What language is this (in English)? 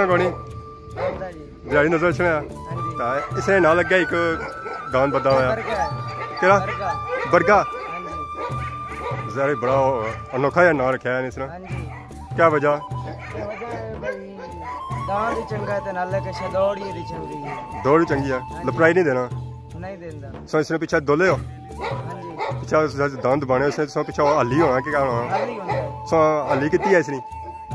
Pahari-Potwari